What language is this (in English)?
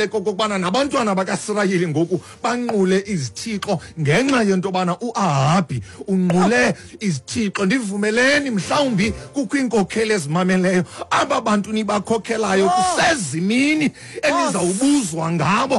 Xhosa